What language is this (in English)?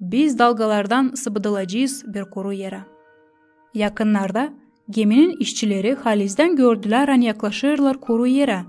Gagauz